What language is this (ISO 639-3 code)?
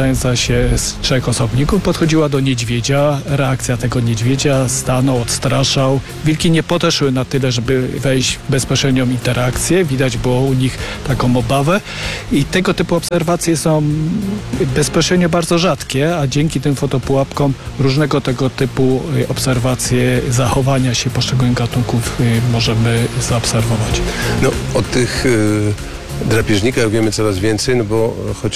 pol